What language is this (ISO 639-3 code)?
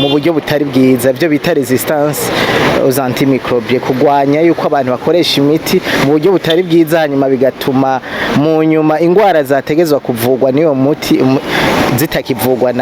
run